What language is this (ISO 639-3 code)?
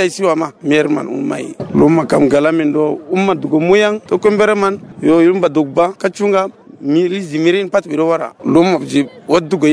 fuv